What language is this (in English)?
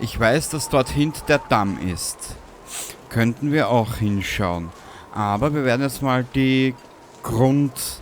Bavarian